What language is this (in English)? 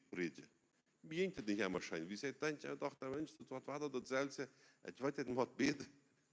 Plautdietsch